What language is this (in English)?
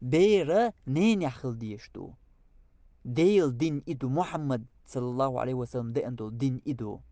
Chechen